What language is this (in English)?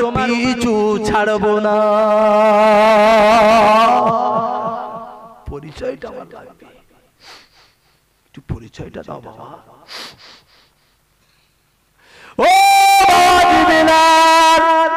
Bangla